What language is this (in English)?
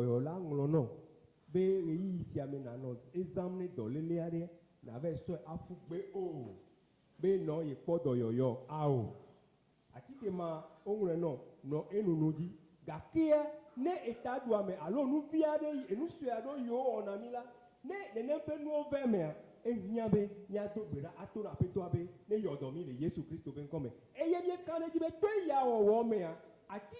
Ewe